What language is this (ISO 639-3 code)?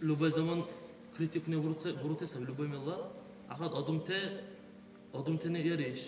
dar